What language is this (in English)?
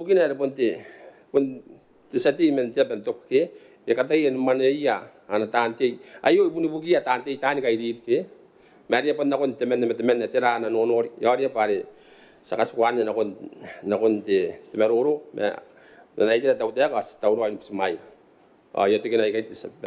Gilbertese